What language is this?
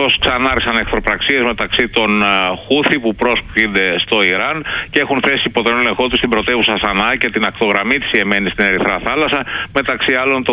Greek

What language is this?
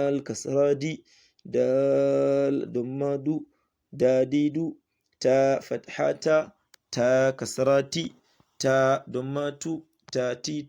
Hausa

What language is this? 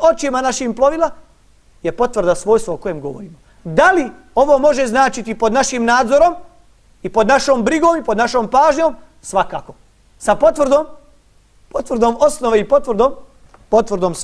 Bosnian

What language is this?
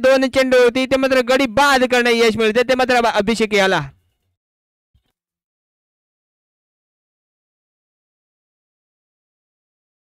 Marathi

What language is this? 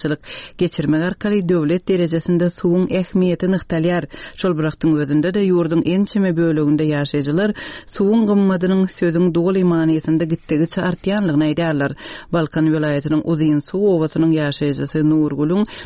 Turkmen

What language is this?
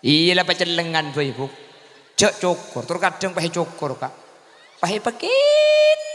Madurese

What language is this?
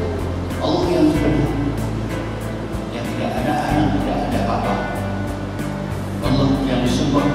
Malay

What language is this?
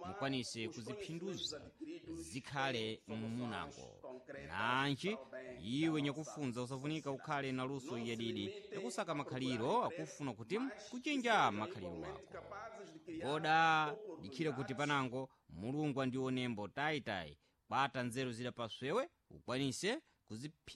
Sena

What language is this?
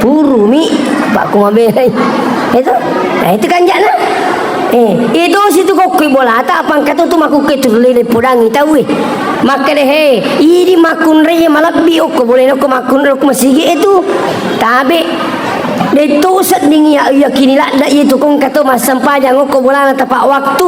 Buginese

